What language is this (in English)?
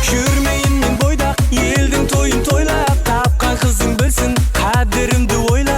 Kara-Kalpak